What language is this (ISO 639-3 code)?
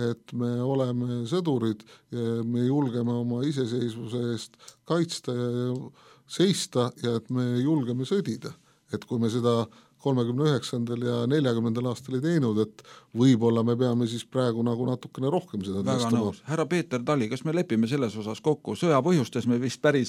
est